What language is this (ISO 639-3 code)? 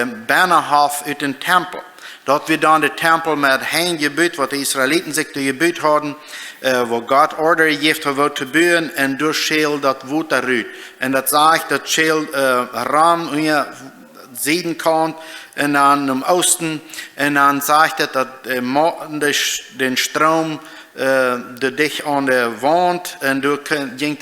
pdt